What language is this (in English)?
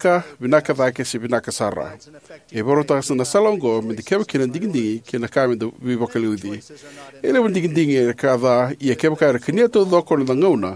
Fijian